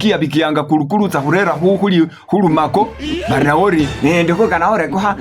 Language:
Masaaba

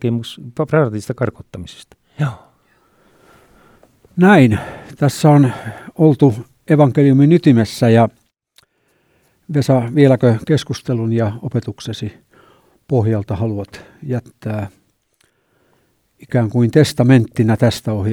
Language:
Finnish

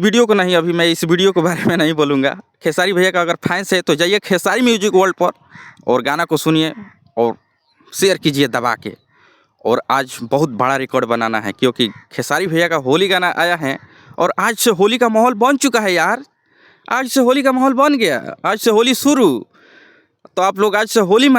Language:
Bhojpuri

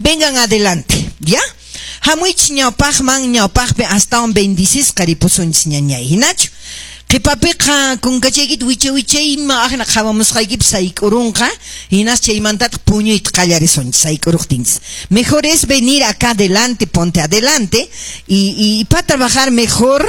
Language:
Quechua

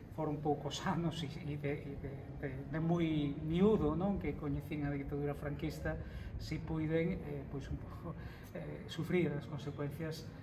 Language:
Galician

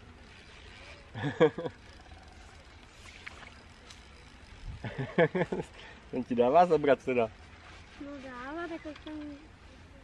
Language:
Czech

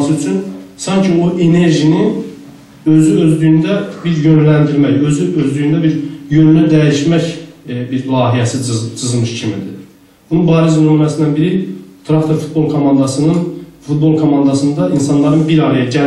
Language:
South Azerbaijani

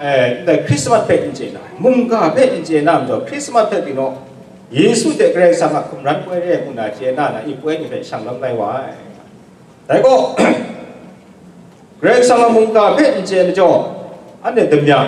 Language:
Kachin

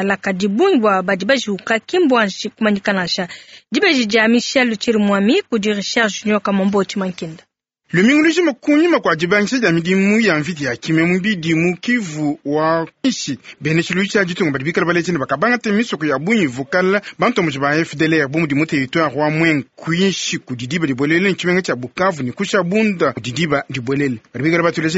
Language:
Luba-Lulua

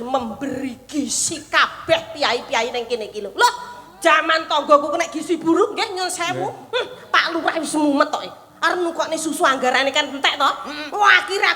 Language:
Javanese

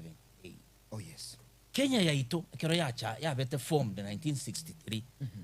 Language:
Gusii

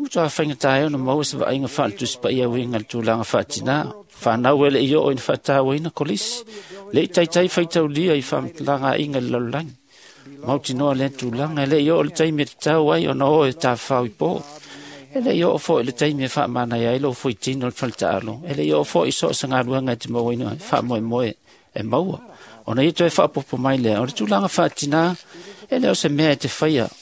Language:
Samoan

